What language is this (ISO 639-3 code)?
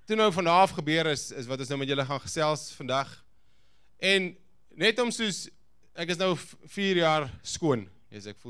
afr